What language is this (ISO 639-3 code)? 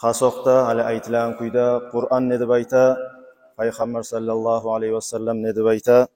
kum